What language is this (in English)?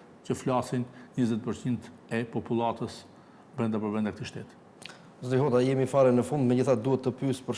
Albanian